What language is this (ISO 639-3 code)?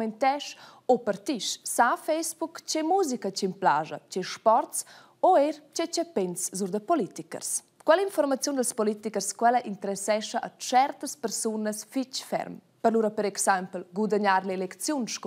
roh